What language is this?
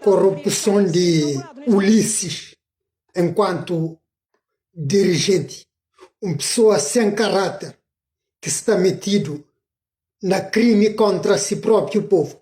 Kabuverdianu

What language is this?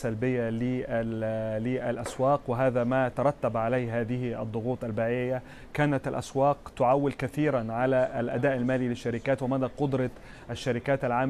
Arabic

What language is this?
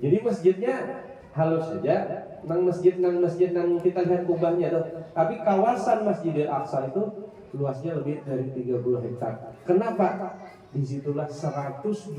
Banjar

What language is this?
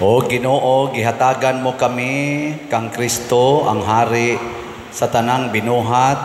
Cebuano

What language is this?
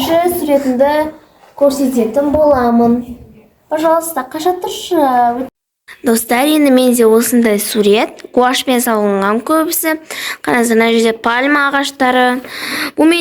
Kazakh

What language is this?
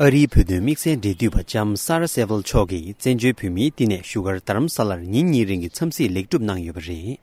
Tibetan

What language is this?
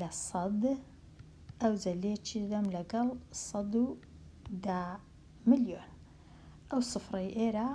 Central Kurdish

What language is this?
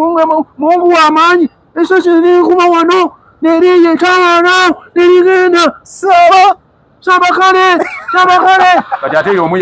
Ganda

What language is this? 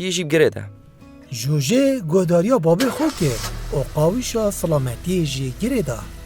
Kurdish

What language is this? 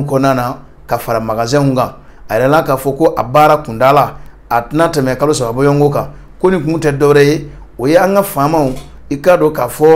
Bambara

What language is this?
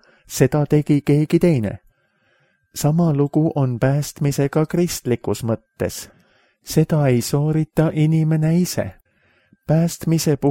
Estonian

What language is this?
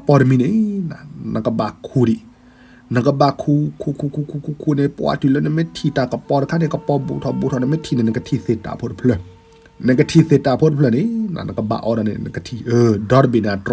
S'gaw Karen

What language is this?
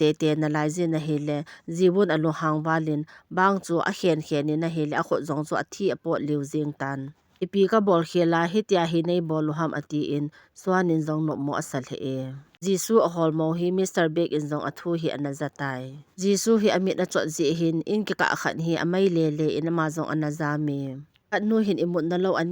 Thado Chin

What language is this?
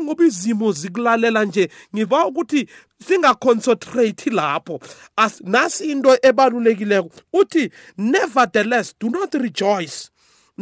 South Ndebele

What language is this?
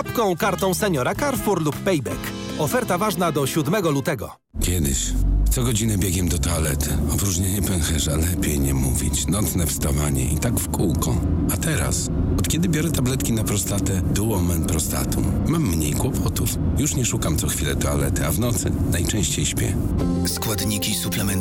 Polish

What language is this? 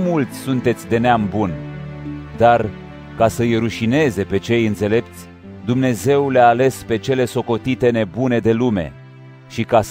Romanian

